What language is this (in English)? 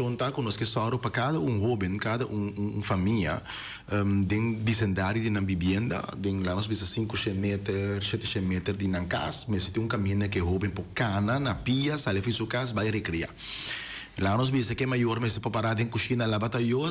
Papiamento